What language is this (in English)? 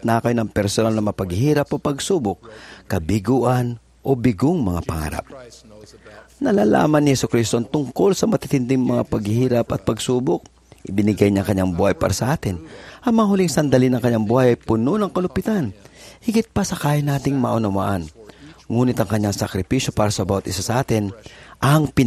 Filipino